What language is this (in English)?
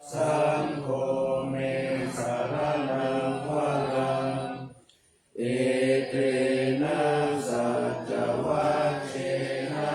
Pali